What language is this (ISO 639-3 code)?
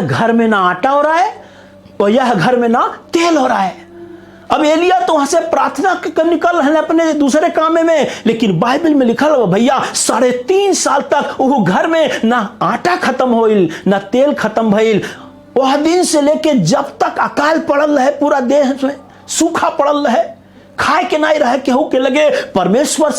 bho